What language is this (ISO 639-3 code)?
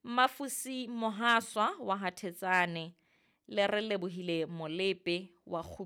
sot